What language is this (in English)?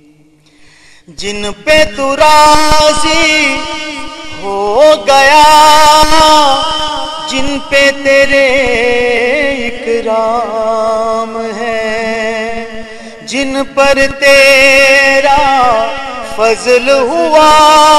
Urdu